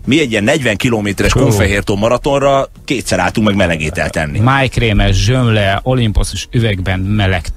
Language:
Hungarian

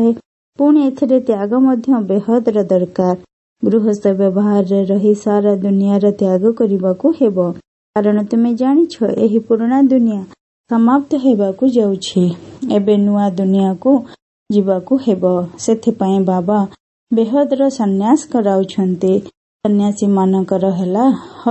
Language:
Odia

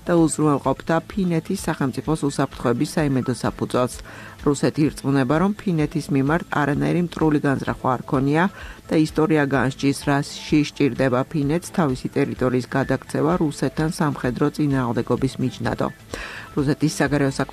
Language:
Georgian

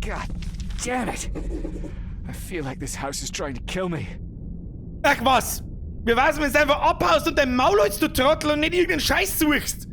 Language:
Bavarian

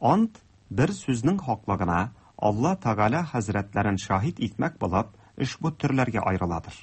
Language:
Tatar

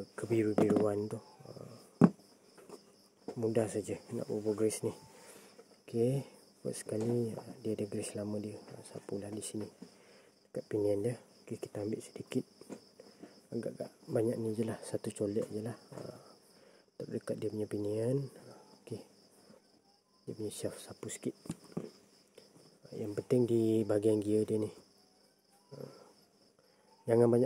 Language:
Malay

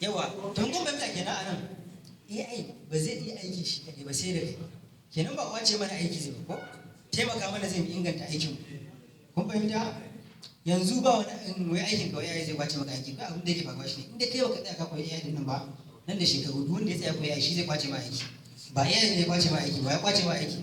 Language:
Hausa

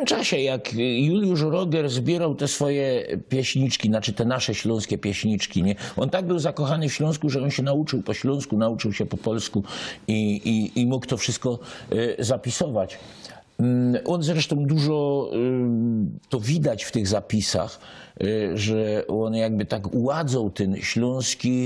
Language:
Silesian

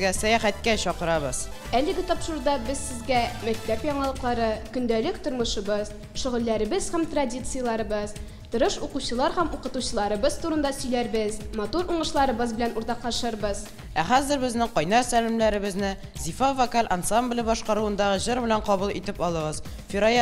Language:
Tatar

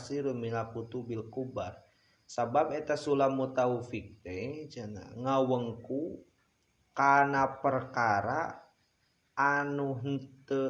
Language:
Sundanese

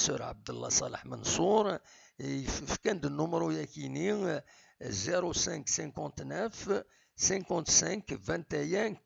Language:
Kabyle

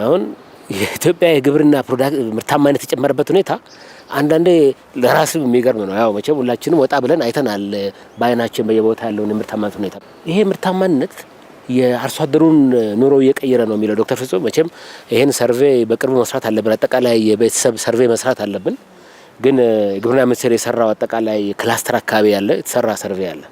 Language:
Amharic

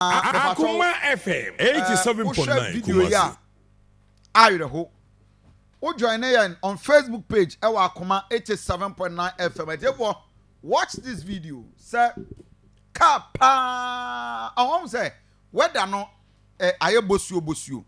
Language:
Akan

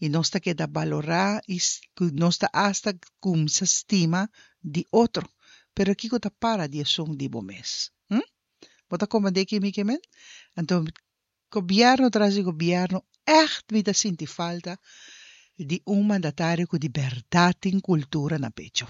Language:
Papiamento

